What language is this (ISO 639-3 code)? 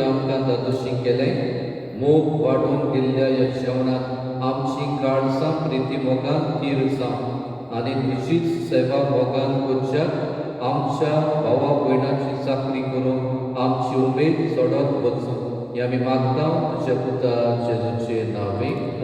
kok